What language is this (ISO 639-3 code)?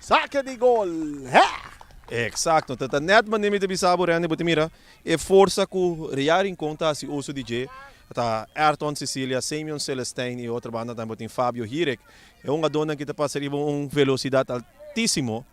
pap